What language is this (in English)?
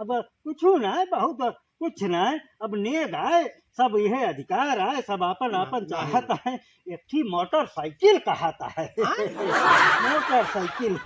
Awadhi